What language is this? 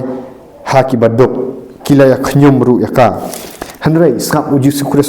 Khasi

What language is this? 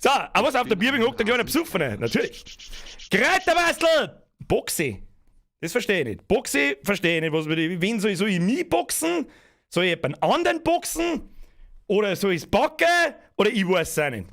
Bavarian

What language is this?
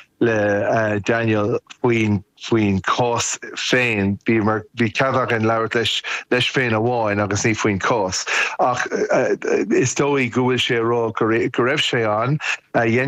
Irish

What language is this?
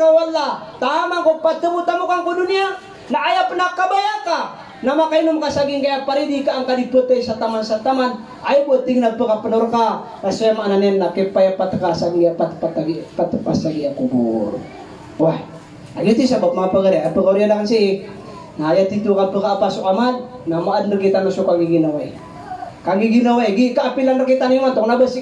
Maranao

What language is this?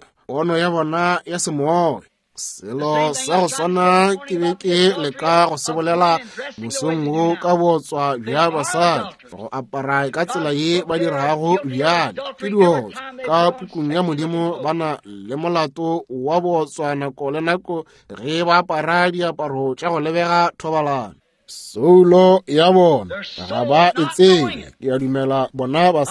Northern Sotho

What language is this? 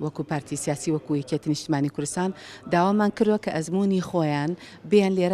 Central Kurdish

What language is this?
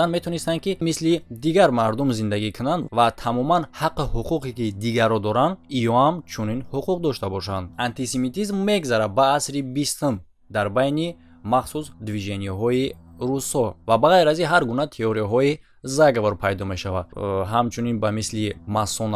Tajik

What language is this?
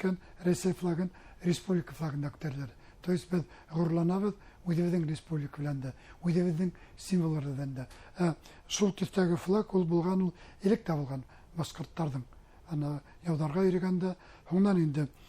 Bashkir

